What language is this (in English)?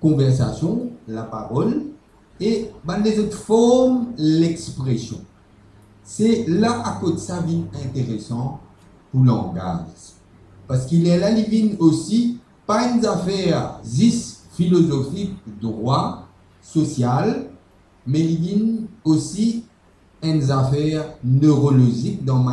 Morisyen